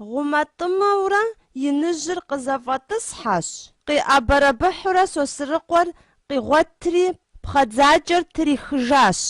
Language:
Kabardian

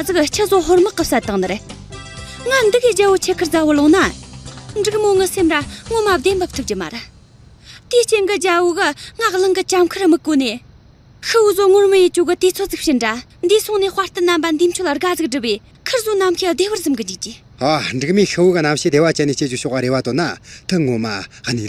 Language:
Amdo Tibetan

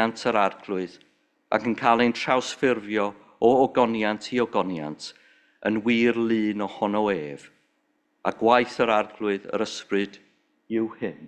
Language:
Welsh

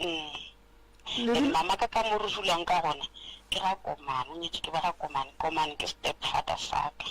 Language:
Northern Sotho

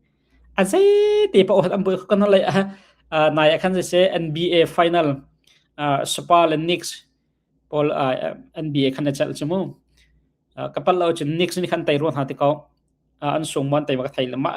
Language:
Hakha Chin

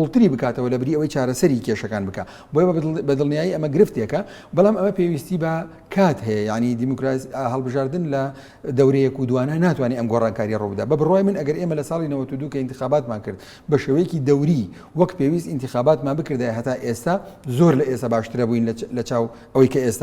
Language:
Central Kurdish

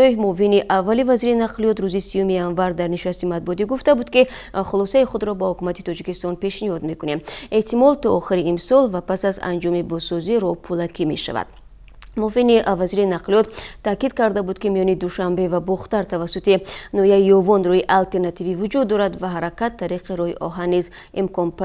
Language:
Tajik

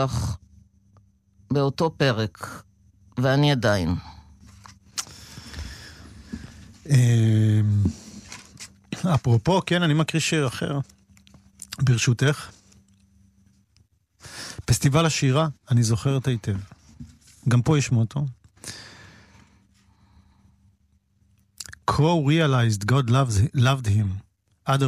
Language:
Hebrew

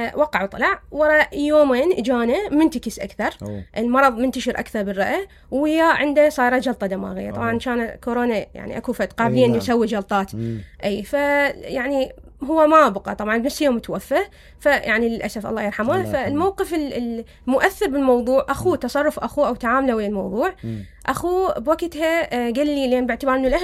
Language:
Mesopotamian Arabic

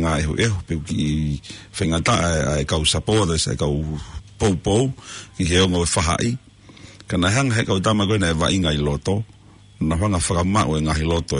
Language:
Tongan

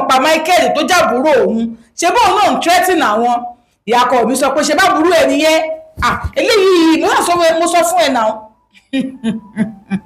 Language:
Yoruba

